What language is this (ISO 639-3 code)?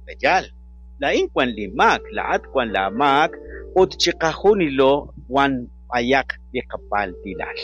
kek